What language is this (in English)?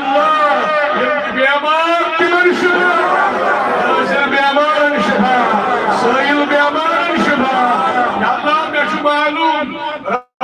Kashmiri